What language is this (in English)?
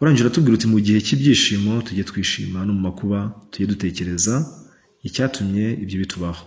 Kinyarwanda